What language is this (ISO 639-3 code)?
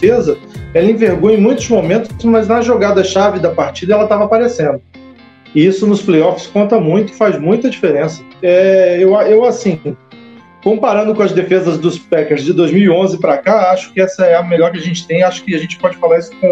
por